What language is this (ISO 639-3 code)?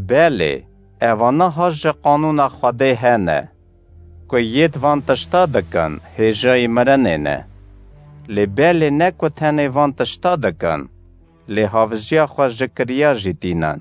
kur